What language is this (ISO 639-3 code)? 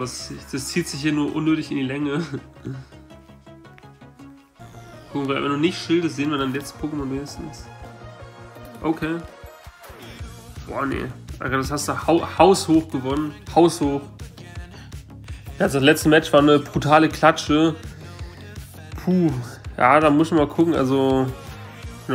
deu